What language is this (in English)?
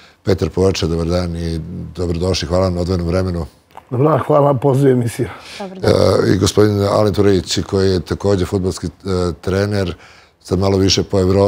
Serbian